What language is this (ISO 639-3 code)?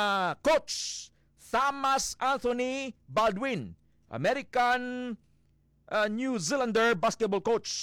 hil